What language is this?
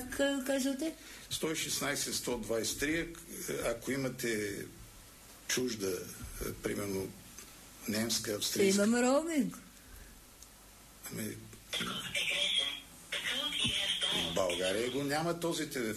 Bulgarian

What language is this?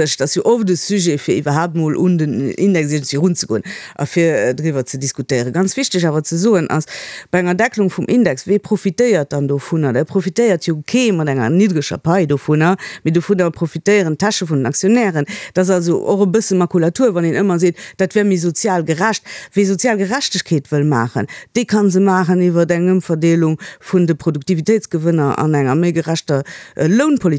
Luxembourgish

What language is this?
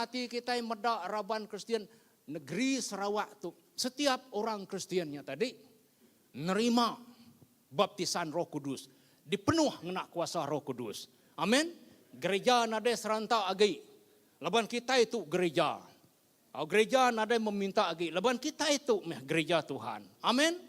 Iban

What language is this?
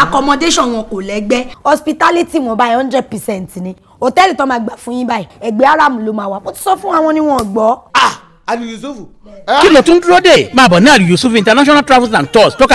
Yoruba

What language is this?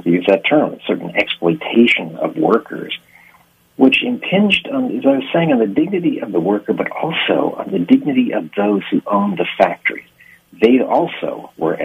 English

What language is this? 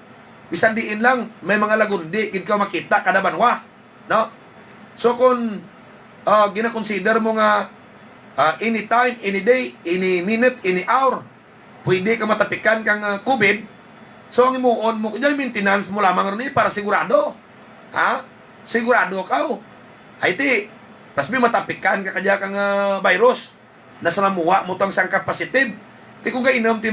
Hiligaynon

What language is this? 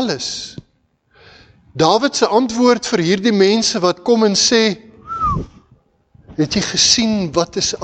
Afrikaans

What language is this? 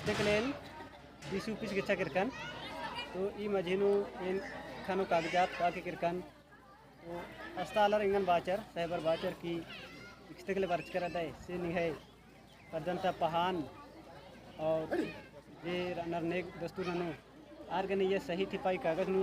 Kurukh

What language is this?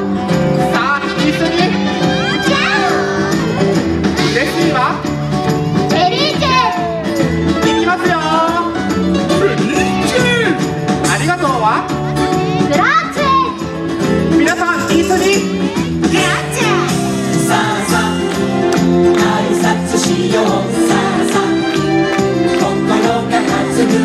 Japanese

